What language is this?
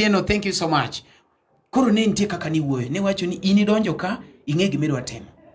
Luo (Kenya and Tanzania)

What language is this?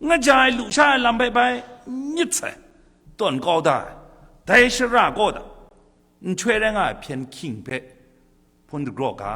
Kachin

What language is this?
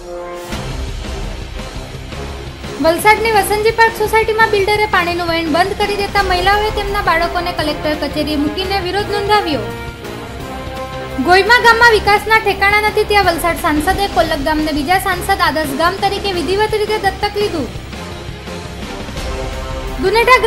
Gujarati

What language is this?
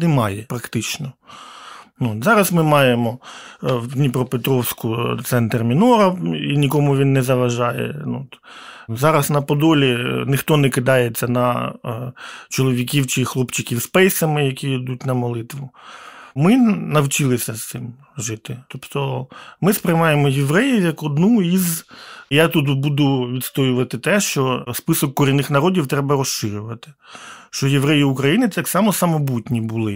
Ukrainian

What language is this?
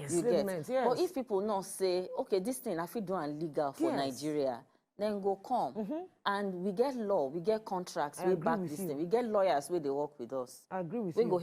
Nigerian Pidgin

